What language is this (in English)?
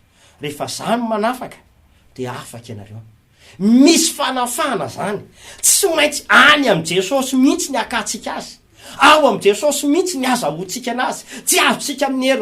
Malagasy